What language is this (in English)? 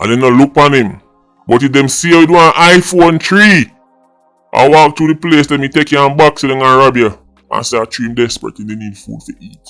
Jamaican Creole English